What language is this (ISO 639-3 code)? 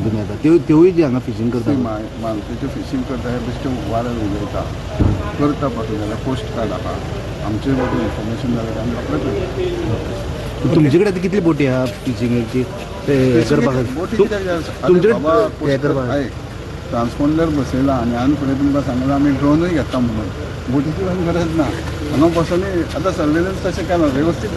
kok